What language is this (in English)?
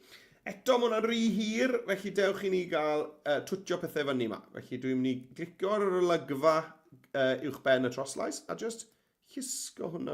Welsh